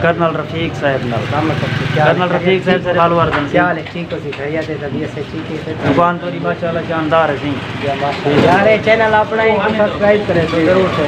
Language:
Saraiki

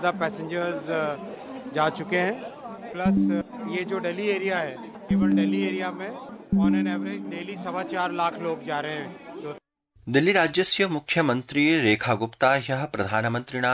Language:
Sanskrit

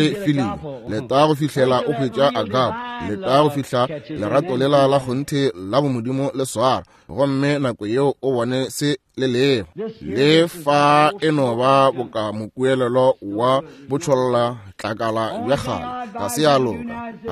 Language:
Northern Sotho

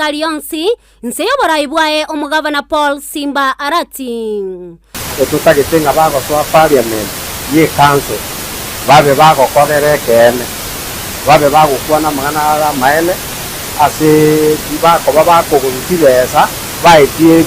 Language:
Gusii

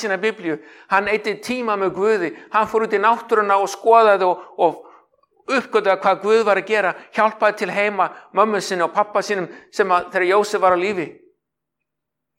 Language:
Icelandic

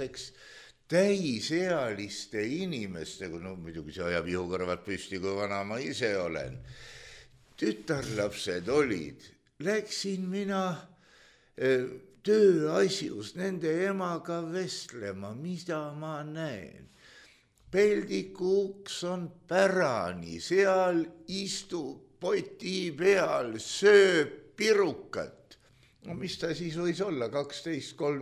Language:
Estonian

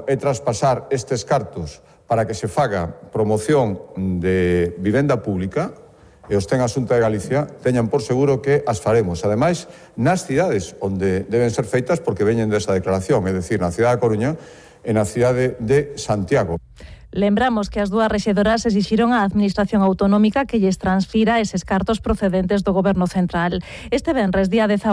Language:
Galician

